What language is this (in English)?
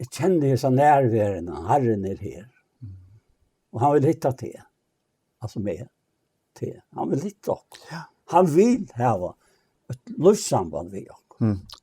Faroese